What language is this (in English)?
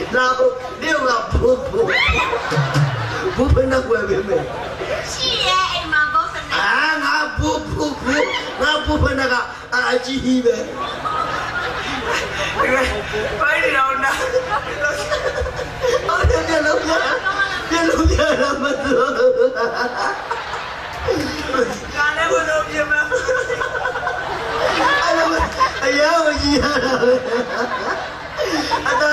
Burmese